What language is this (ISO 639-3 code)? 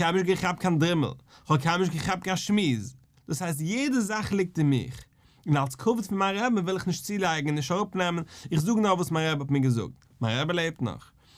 yid